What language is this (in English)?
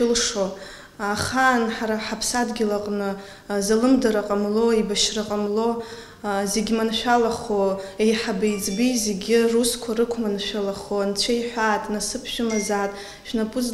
Abkhazian